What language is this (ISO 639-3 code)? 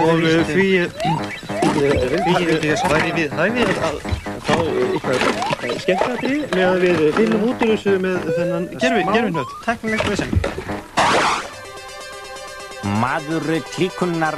isl